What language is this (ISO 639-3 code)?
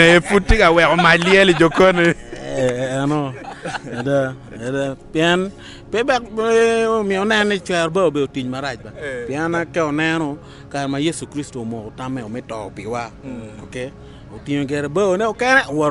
ach